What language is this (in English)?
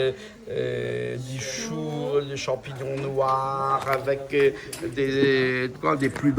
Réunion Creole French